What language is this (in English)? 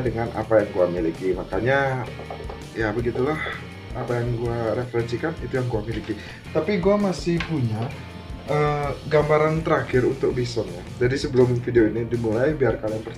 Indonesian